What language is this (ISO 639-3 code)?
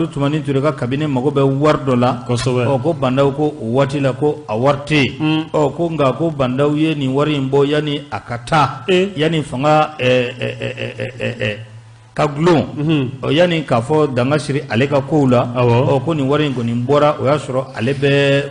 bam